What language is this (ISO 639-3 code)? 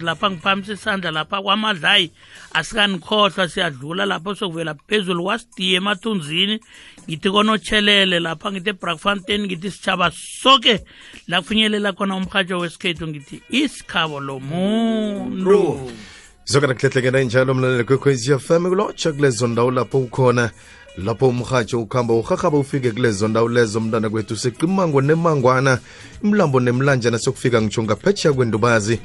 nbl